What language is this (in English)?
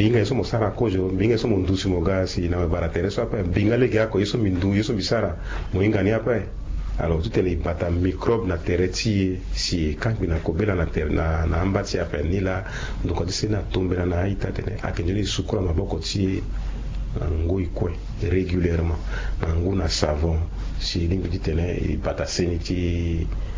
Sango